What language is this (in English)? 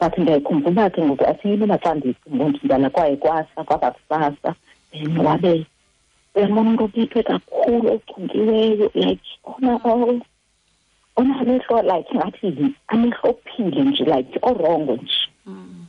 Xhosa